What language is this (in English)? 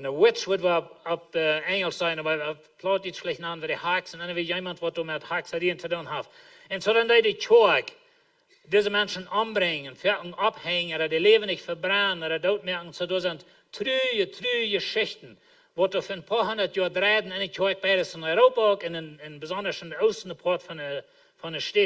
Plautdietsch